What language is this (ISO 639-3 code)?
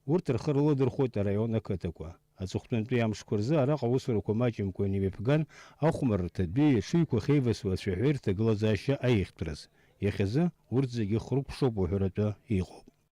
abk